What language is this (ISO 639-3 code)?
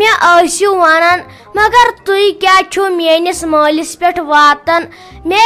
kas